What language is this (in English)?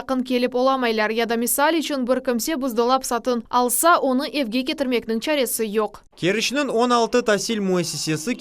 Crimean Tatar